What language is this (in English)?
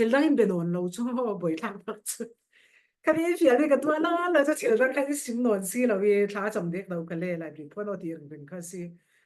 Falam Chin